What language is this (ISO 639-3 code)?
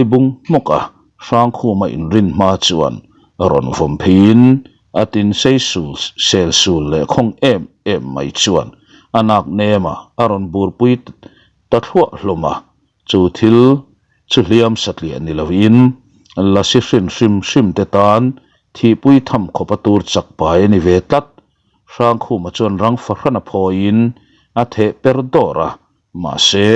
lus